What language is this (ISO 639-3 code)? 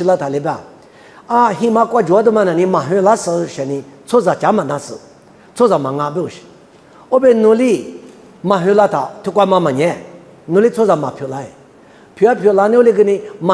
lis